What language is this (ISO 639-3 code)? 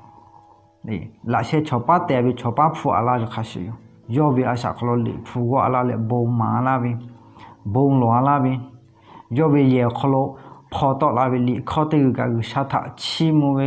lhu